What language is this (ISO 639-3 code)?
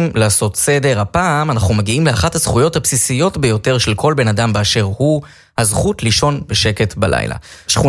heb